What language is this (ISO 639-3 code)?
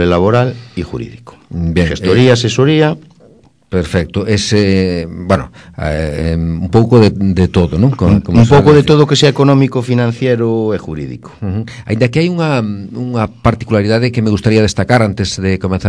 glg